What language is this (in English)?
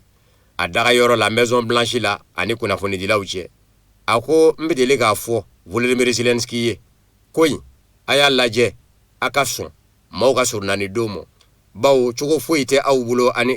Bambara